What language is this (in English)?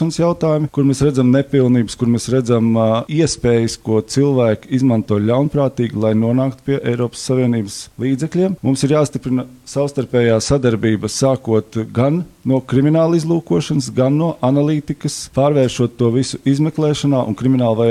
Latvian